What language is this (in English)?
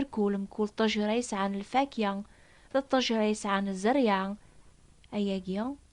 Kabyle